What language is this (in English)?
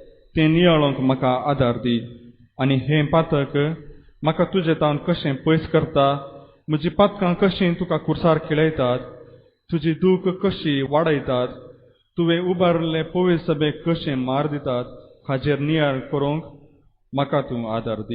Konkani